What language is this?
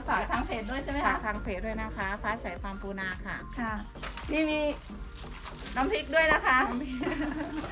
Thai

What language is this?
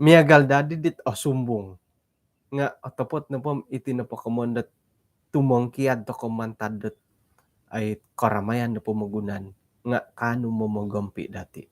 Central Dusun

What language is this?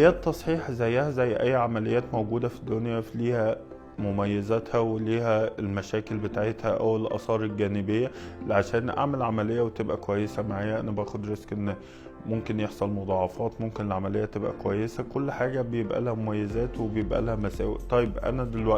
Egyptian Arabic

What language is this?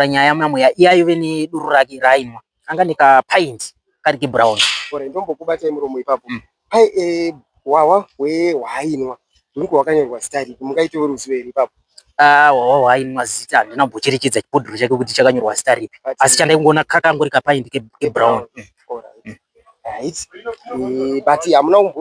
Shona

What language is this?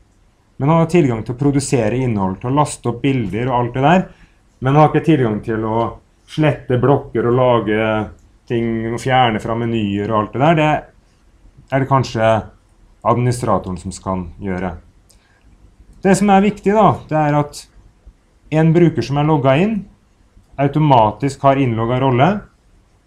Norwegian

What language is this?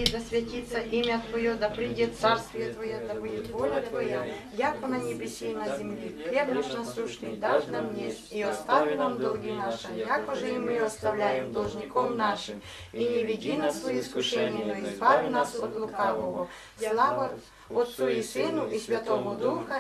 Ukrainian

